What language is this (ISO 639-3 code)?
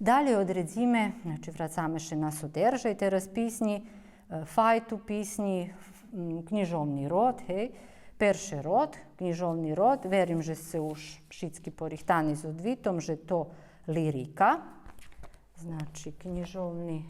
rue